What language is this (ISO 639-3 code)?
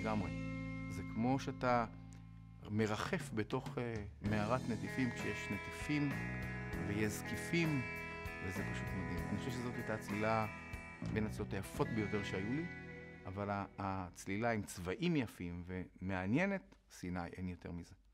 heb